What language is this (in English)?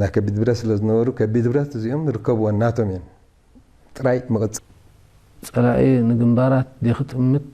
Tigrinya